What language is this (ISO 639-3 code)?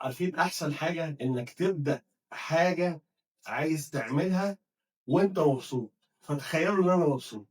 arz